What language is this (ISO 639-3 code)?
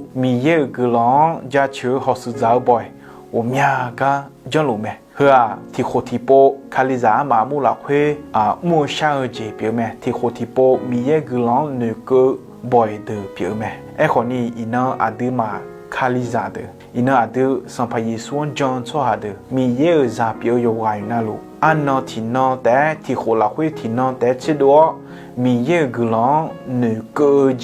ahk